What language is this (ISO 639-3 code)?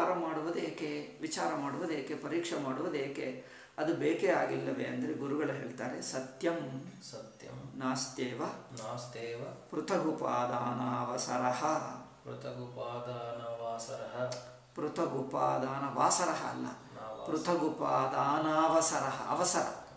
kan